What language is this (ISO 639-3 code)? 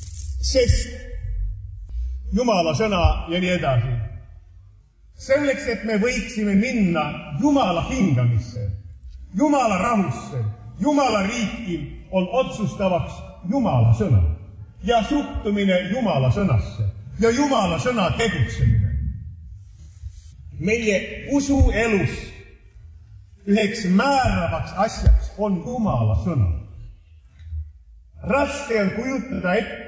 est